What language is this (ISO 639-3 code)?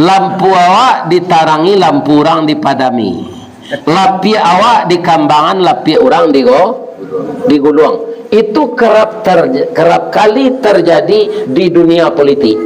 min